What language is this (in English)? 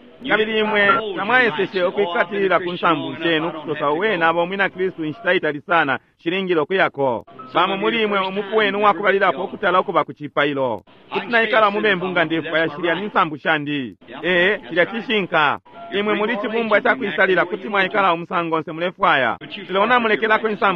Bemba